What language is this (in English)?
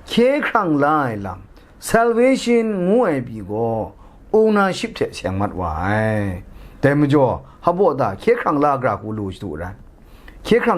Kachin